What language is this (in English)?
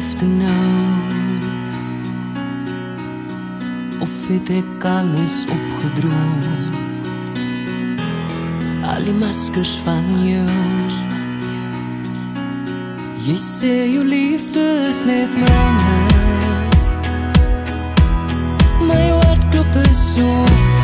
Afrikaans